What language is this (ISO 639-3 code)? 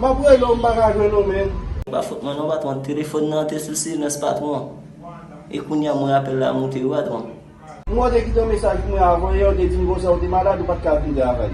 hat